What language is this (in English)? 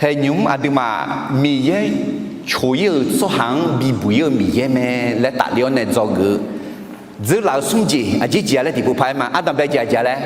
Akha